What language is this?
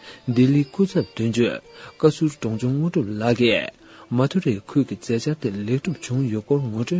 Tibetan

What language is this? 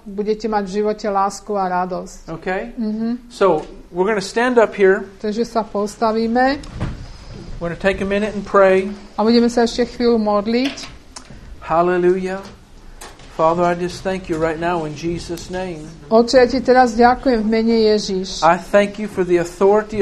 Slovak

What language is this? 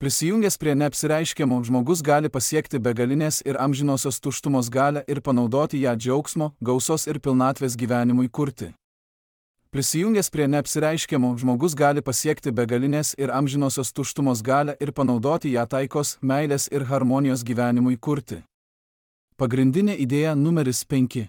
Lithuanian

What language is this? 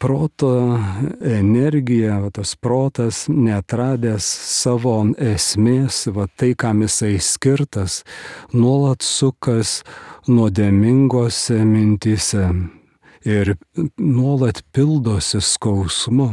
Lithuanian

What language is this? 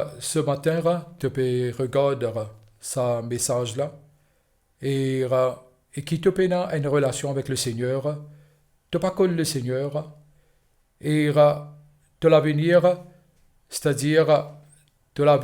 Morisyen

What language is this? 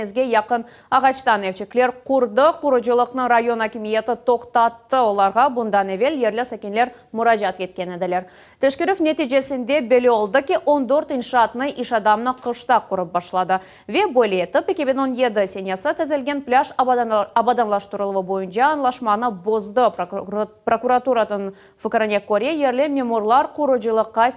Crimean Tatar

